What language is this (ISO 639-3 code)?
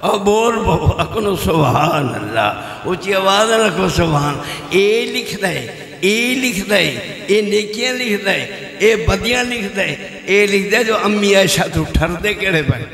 skr